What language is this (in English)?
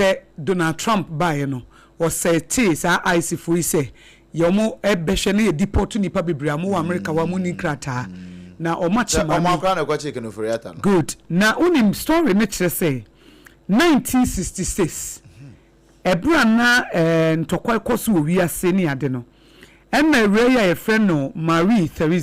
Akan